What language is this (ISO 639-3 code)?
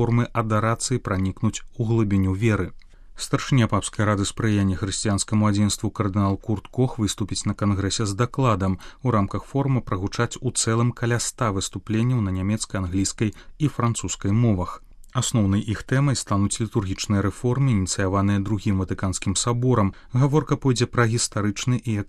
bel